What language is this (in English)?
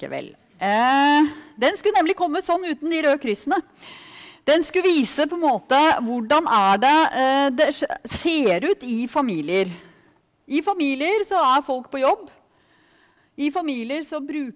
Norwegian